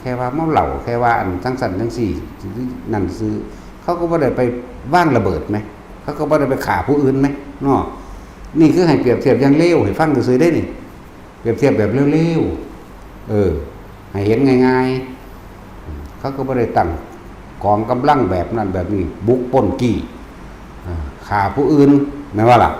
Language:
Northeastern Thai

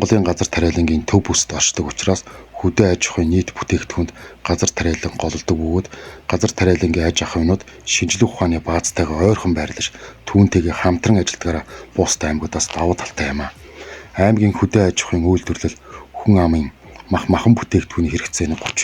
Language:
Mongolian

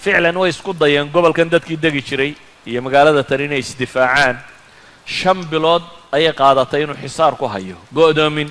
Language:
Somali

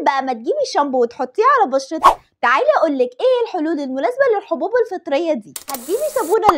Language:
Egyptian Arabic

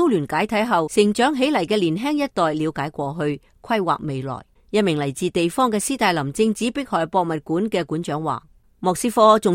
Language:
Cantonese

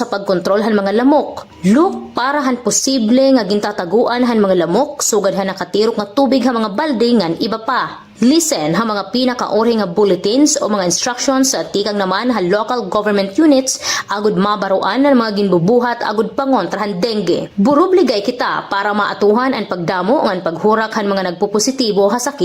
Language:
Waray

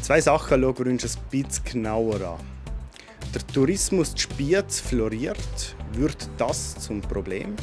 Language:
Swiss German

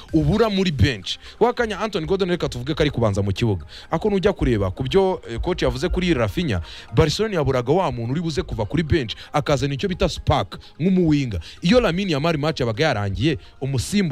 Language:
Kinyarwanda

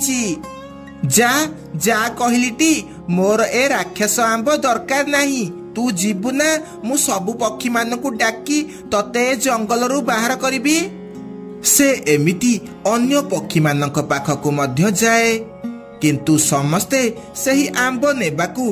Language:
Odia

